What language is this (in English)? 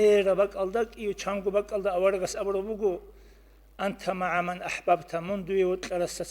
Avaric